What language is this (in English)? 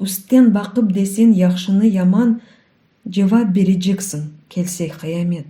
Crimean Tatar